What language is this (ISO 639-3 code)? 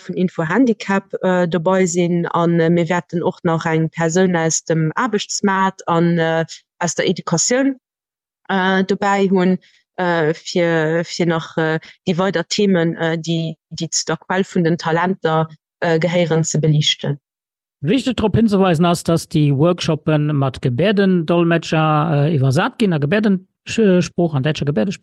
ltz